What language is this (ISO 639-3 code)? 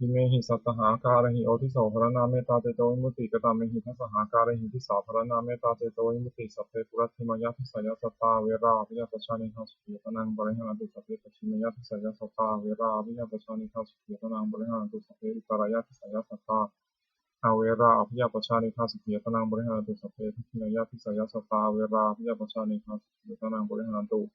pli